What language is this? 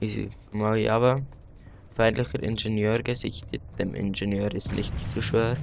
Swiss German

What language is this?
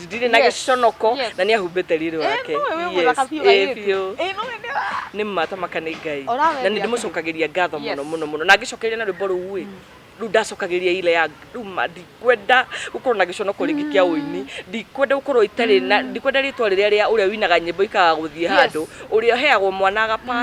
Kikuyu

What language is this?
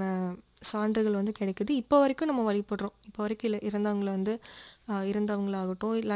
Tamil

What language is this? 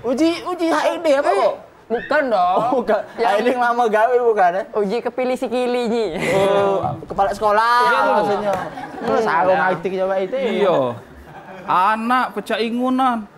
Musi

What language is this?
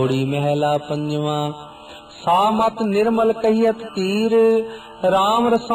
Punjabi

